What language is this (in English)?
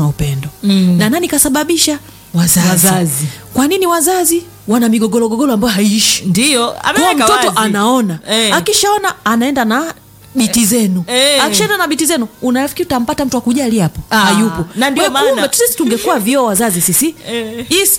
Swahili